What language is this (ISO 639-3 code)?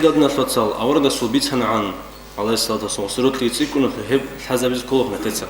ava